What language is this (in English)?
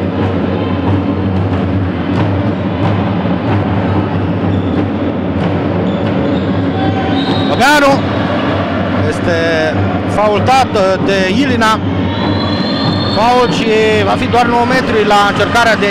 Romanian